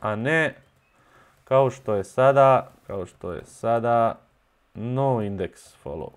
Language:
Bosnian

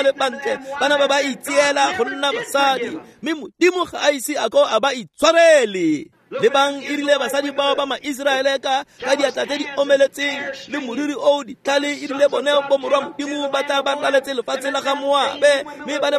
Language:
Tswana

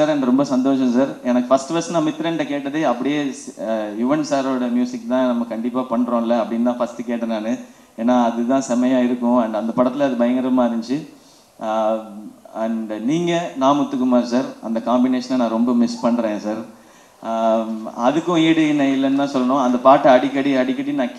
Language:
Tamil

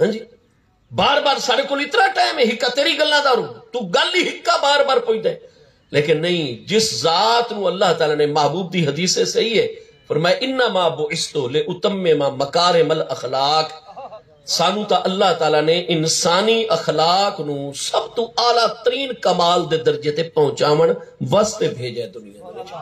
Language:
Saraiki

